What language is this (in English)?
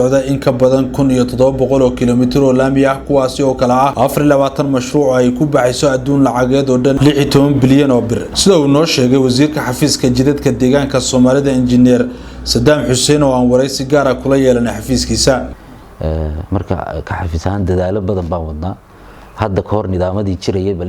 Somali